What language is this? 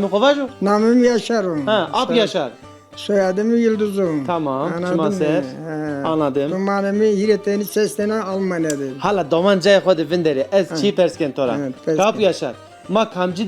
Zaza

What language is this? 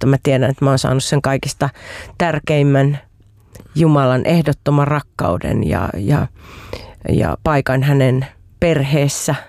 Finnish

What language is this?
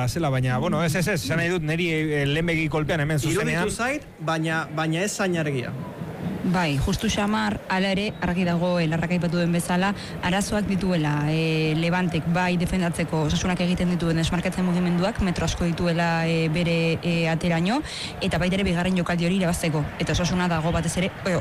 Basque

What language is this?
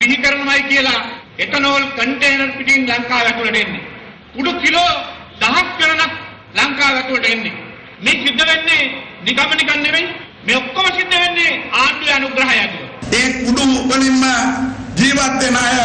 Sinhala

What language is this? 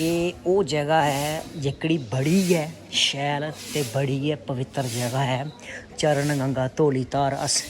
Dogri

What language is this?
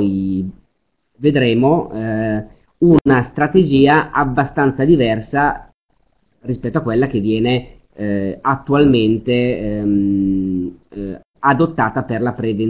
Italian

